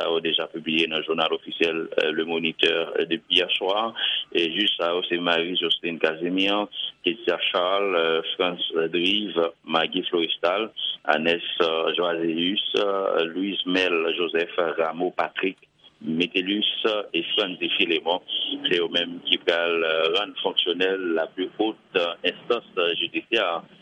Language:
Haitian Creole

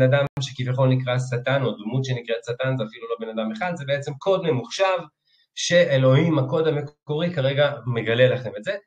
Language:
Hebrew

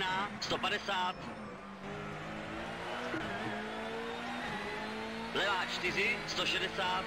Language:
Czech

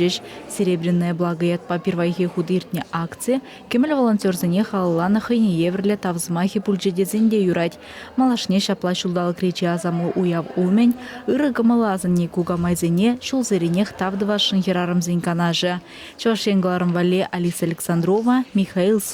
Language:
Chuvash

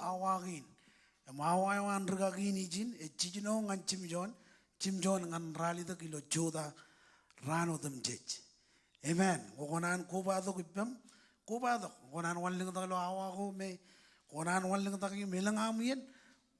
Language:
Marshallese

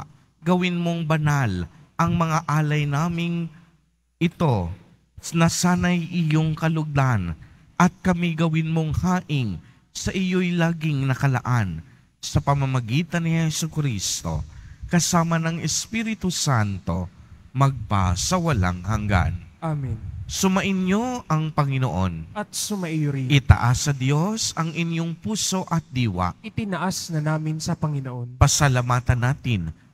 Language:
Filipino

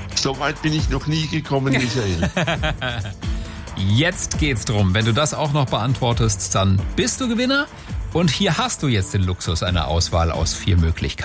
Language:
German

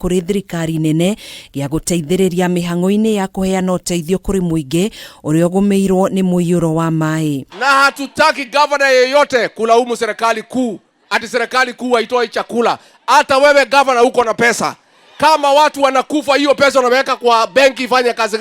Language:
Kikuyu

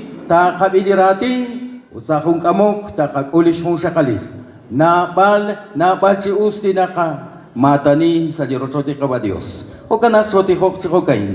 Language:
Kekchí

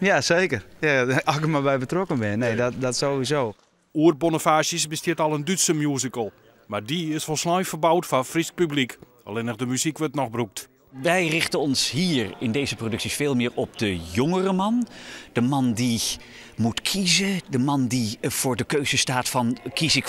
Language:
Western Frisian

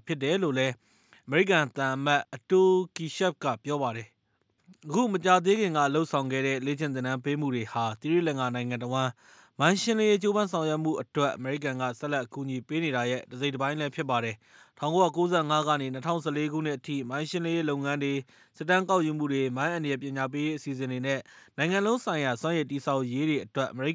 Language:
Burmese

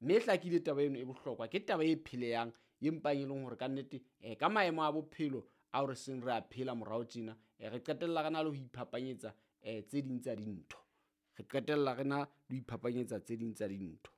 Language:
Southern Sotho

